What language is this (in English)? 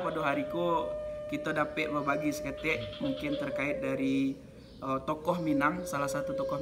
Minangkabau